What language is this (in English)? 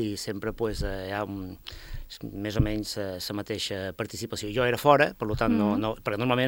Catalan